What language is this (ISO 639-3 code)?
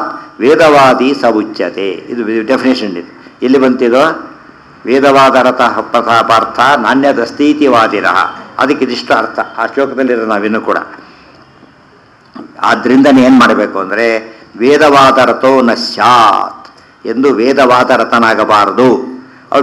kan